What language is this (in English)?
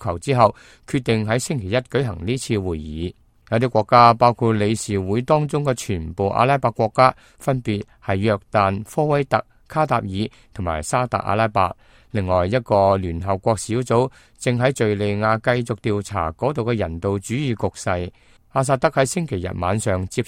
Cantonese